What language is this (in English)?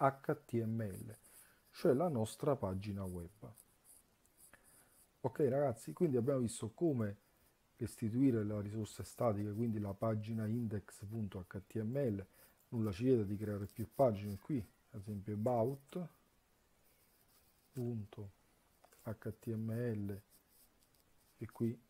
Italian